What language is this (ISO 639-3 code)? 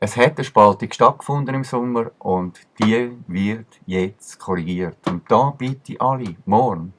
gsw